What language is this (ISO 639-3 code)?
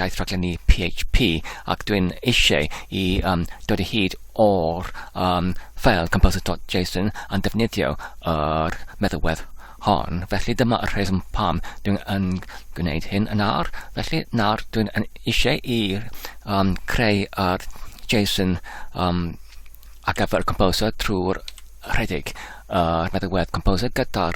cym